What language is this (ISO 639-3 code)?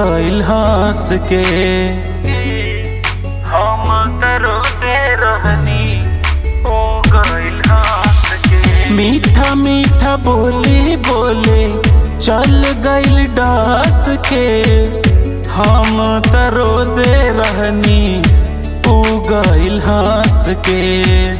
bho